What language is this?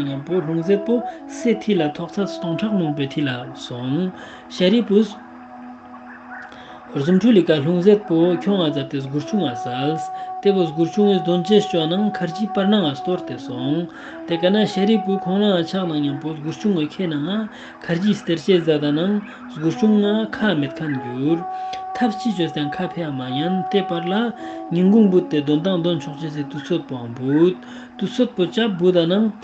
Ladakhi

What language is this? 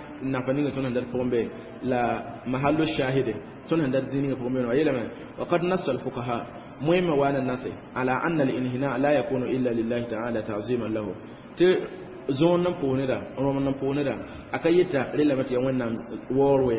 Mossi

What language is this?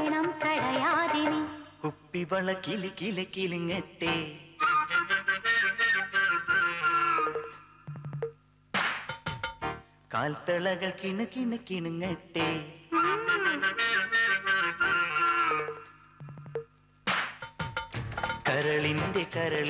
Malayalam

